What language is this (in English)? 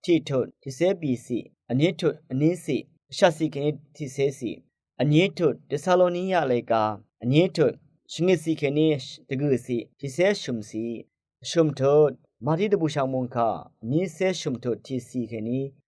Rawang